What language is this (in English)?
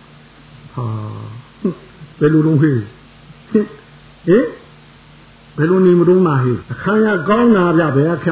Burmese